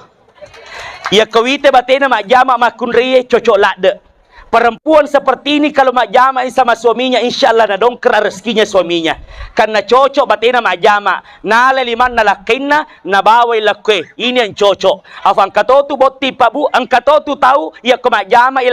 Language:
Buginese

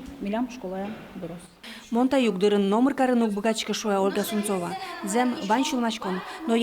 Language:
Udmurt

